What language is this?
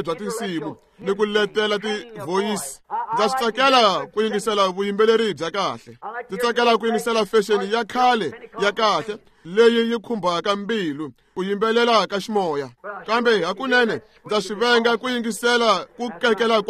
Tsonga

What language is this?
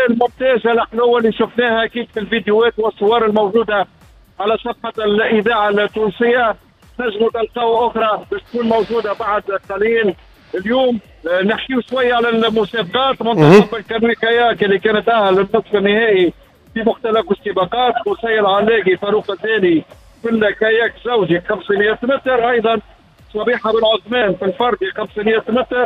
Tunisian Arabic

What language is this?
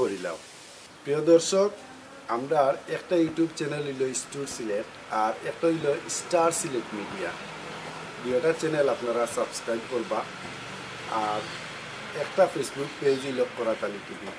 Sylheti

